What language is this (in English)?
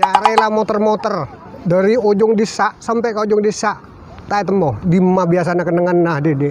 Madurese